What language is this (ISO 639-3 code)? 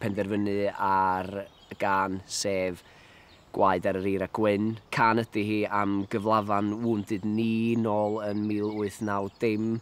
cym